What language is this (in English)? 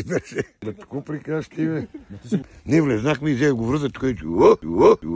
Bulgarian